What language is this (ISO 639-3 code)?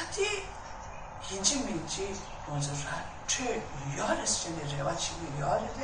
bod